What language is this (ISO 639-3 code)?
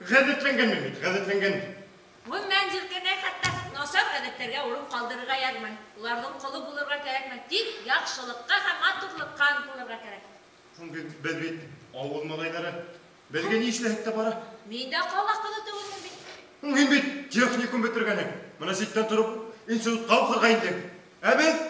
bak